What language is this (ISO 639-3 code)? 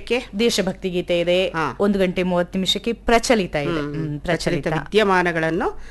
kan